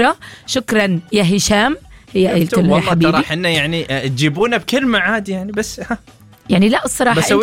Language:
Arabic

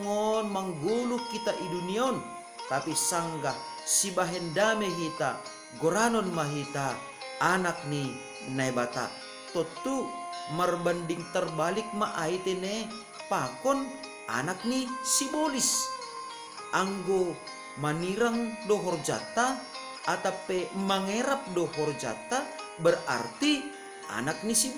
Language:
Batak Simalungun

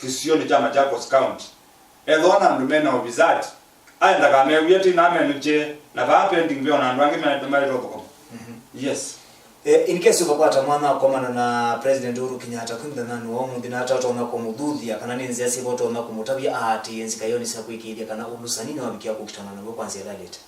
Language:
Kamba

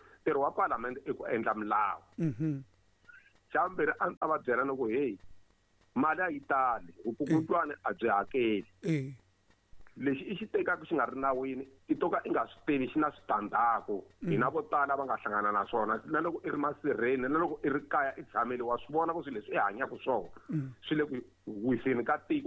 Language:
Tsonga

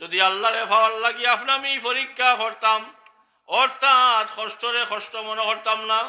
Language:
Sylheti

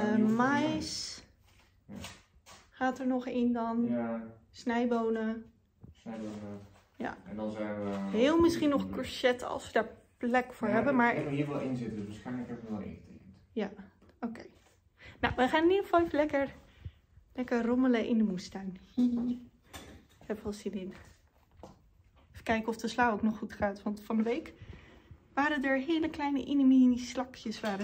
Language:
Dutch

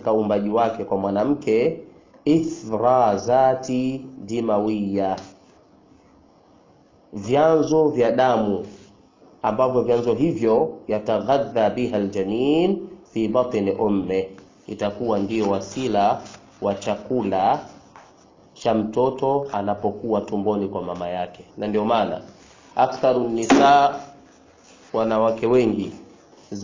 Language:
Swahili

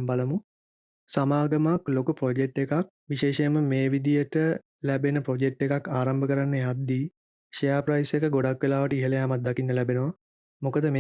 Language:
Sinhala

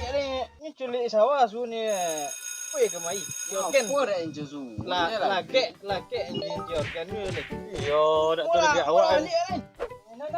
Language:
Minangkabau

